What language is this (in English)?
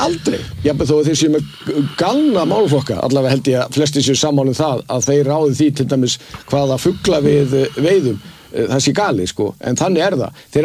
Icelandic